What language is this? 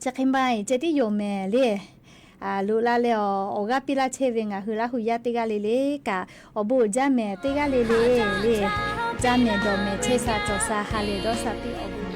Lahu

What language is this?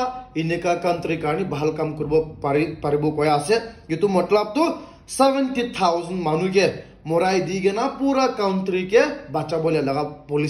Naga Pidgin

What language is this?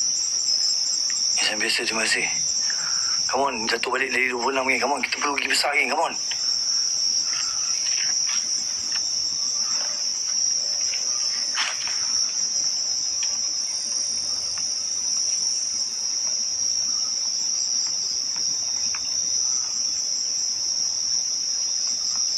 Malay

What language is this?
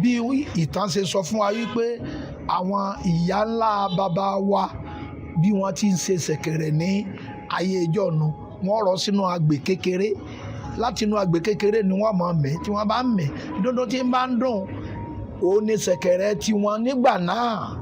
Yoruba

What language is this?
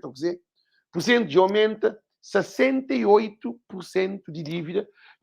Kabuverdianu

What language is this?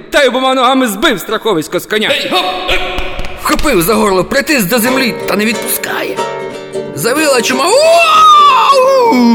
Ukrainian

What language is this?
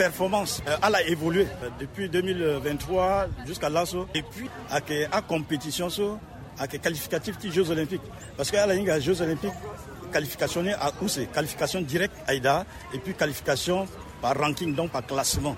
Sango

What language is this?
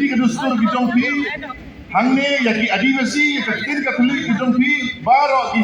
Khasi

